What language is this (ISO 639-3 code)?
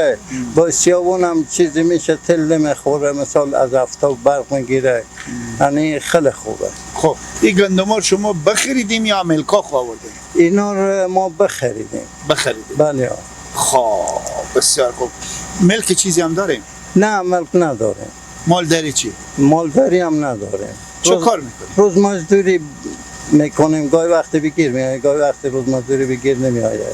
fas